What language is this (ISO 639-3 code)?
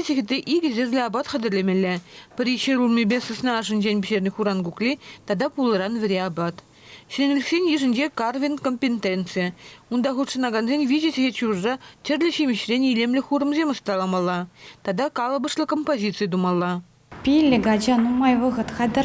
chv